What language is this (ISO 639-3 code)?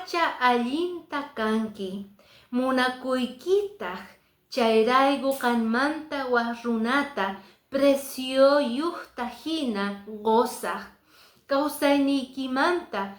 que